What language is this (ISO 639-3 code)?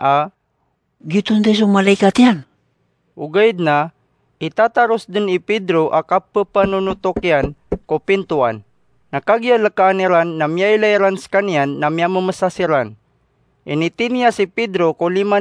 mrw